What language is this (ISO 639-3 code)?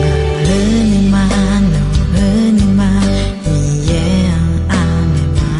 ahk